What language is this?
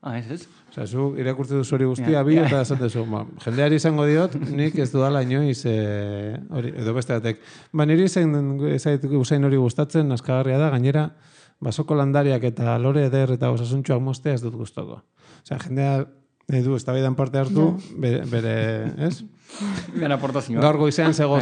Basque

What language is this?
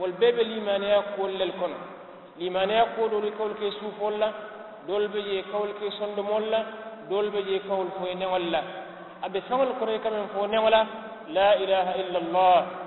Mandingo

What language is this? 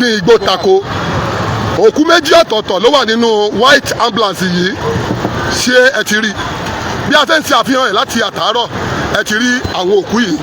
Yoruba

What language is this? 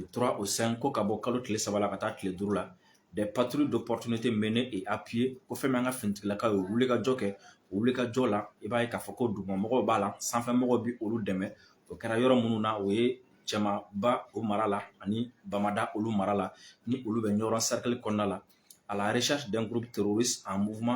Bambara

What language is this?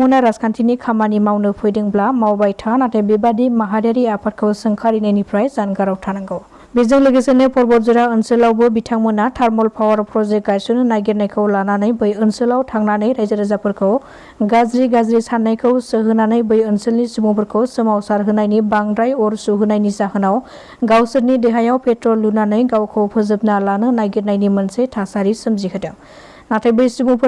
Bodo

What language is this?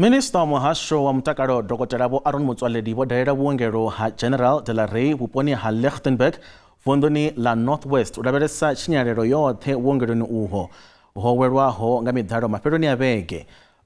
Venda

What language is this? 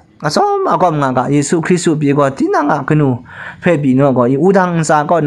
Kachin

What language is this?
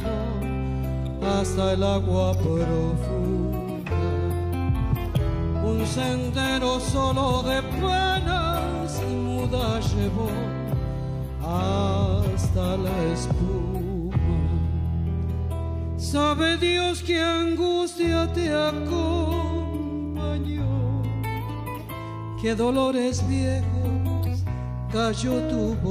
Spanish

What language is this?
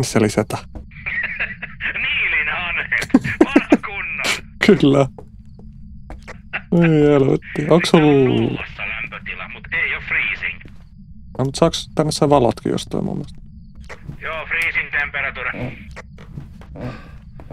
Finnish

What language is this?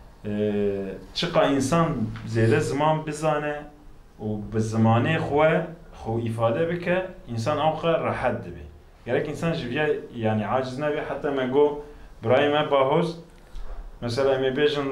Kurdish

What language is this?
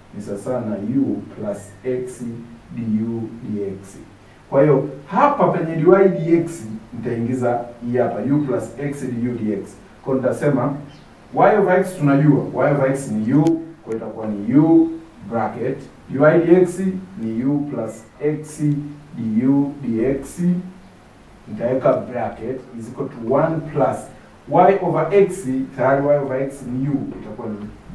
Swahili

